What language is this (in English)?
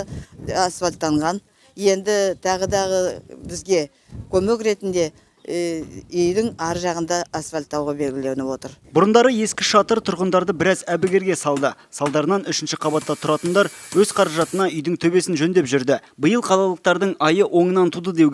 Kazakh